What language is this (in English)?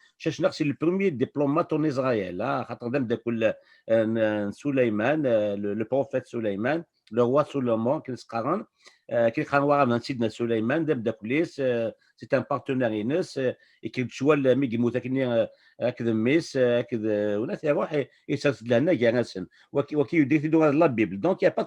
Kabyle